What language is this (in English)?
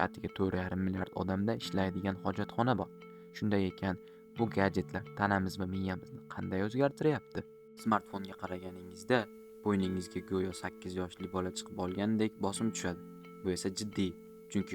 Uzbek